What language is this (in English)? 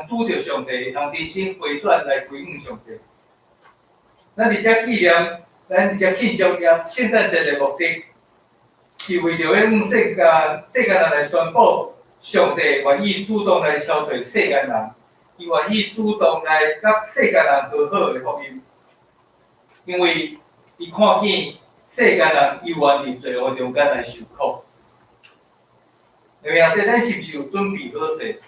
Min Nan Chinese